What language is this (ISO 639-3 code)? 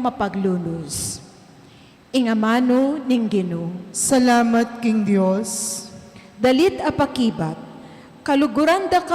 pam